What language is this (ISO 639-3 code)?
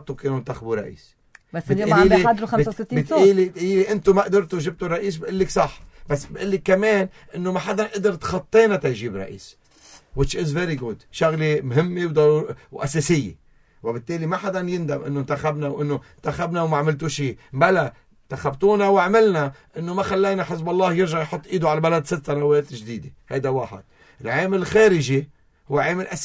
apc